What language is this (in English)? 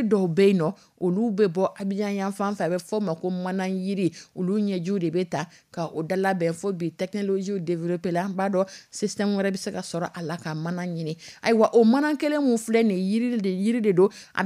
Dyula